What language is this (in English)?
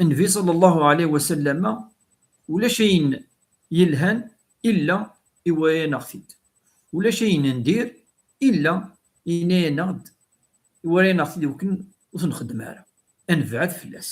Kabyle